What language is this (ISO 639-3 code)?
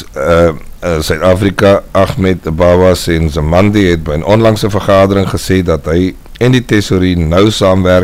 afr